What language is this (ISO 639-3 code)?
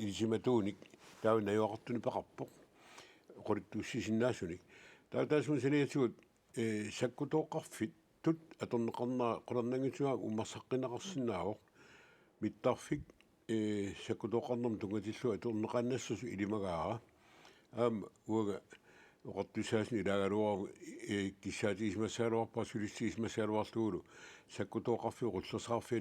kal